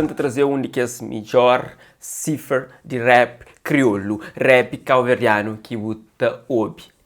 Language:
Kabuverdianu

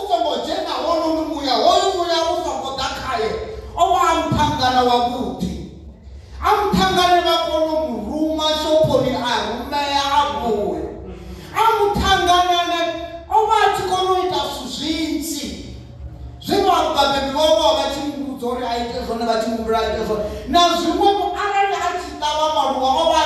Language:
Venda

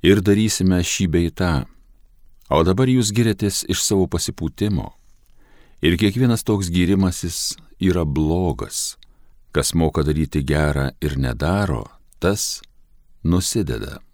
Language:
Lithuanian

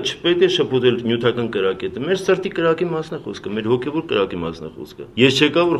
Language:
Armenian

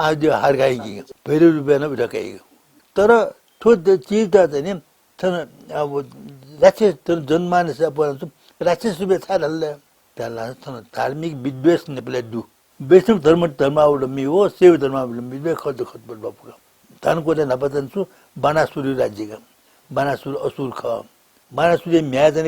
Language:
Newari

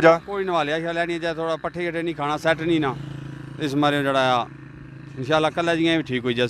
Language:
Pahari-Potwari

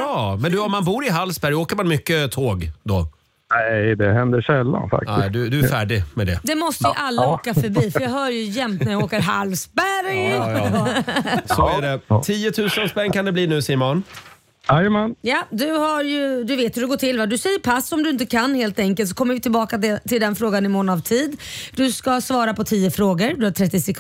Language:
Swedish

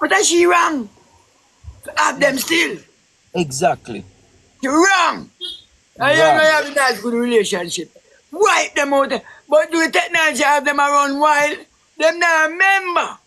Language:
Jamaican Creole English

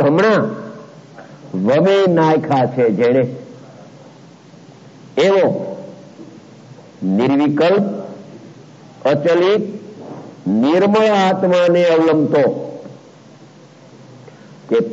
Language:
Gujarati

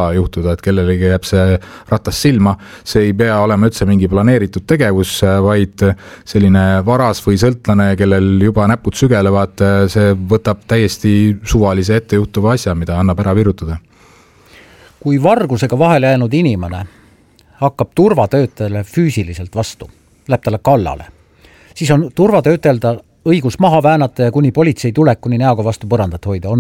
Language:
Estonian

